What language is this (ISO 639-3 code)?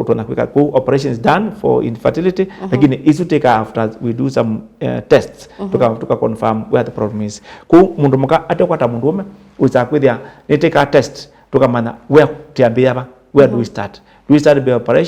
kam